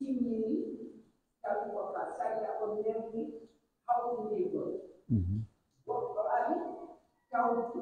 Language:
Pular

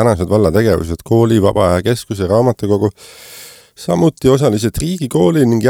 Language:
Estonian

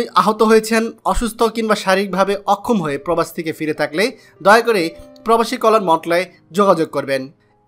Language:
Bangla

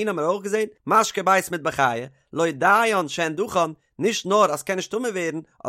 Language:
Yiddish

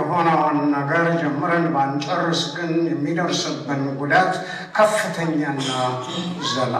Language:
Amharic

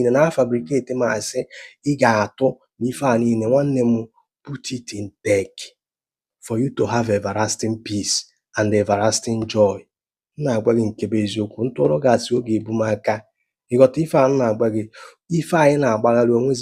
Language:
Igbo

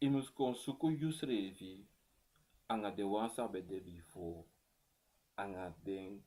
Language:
Sranan Tongo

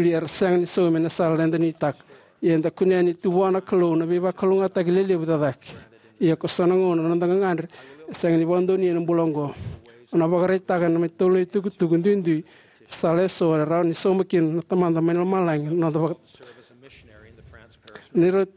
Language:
Fijian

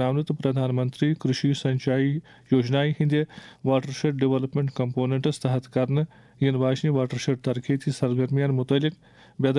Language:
Kashmiri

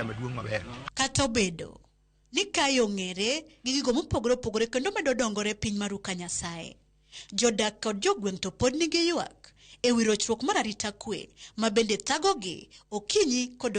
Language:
Luo (Kenya and Tanzania)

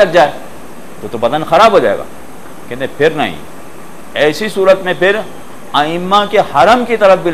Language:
Urdu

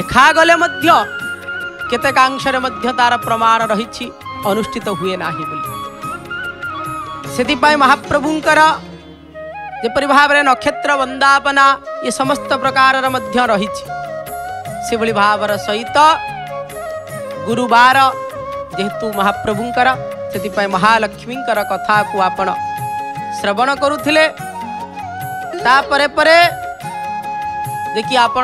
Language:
Odia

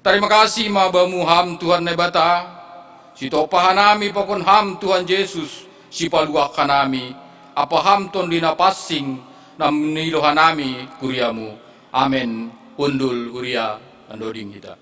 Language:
Batak Simalungun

